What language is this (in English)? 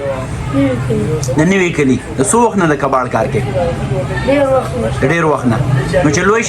Pashto